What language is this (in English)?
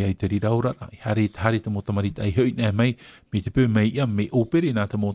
Tahitian